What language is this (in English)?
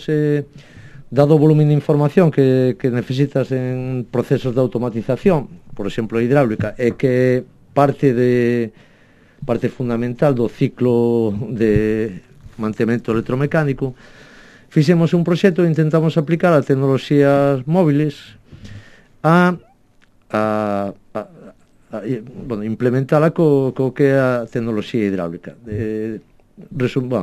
Galician